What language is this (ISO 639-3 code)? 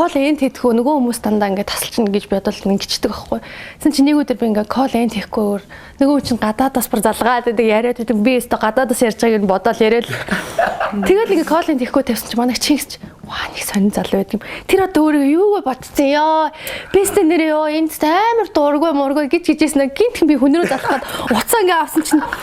mon